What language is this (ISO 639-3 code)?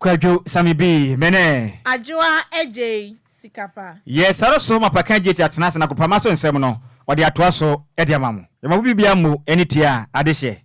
aka